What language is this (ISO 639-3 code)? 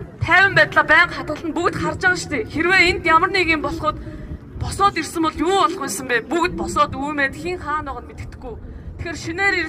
mon